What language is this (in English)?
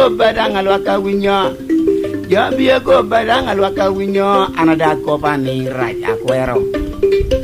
Lango (Uganda)